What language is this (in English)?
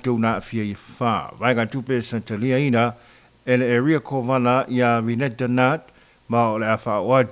Samoan